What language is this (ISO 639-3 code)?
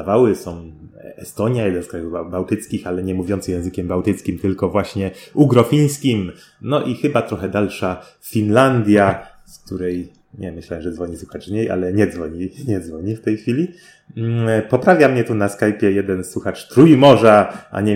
pol